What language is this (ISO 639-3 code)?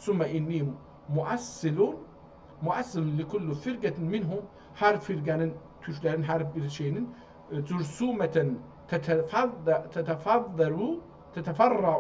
azb